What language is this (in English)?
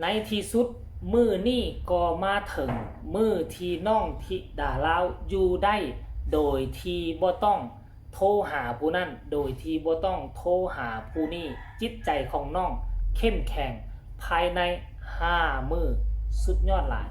Northeastern Thai